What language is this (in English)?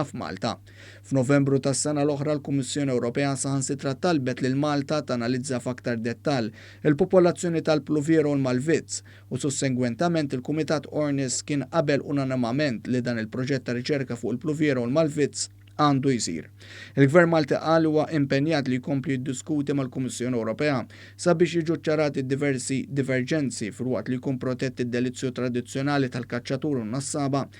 Maltese